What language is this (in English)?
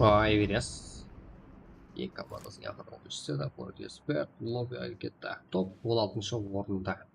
Kara-Kalpak